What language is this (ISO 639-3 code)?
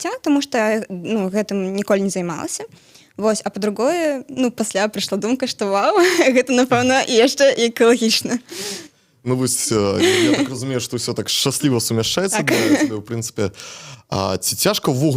bel